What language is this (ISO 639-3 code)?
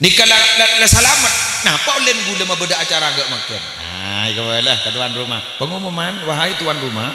mad